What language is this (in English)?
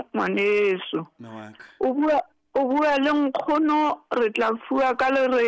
Southern Sotho